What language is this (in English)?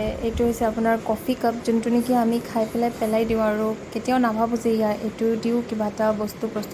Assamese